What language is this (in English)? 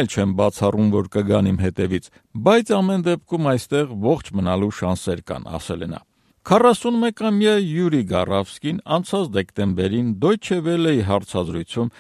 Armenian